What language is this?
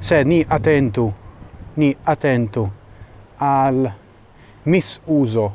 Esperanto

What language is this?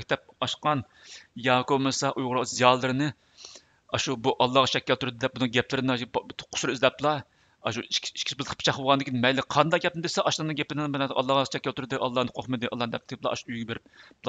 Uyghur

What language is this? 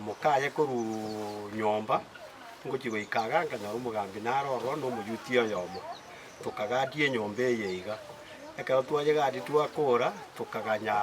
Gusii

